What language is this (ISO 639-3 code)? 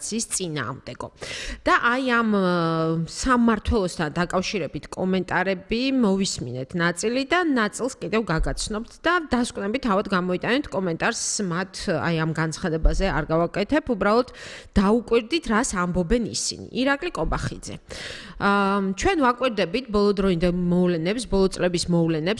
kat